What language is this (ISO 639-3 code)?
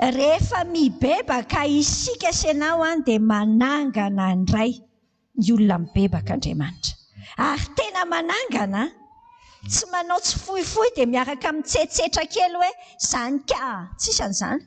mlg